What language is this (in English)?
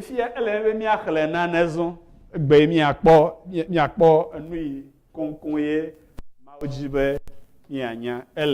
Ewe